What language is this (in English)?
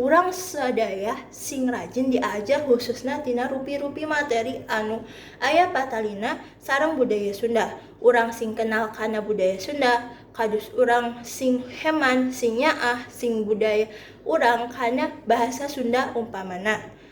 Sundanese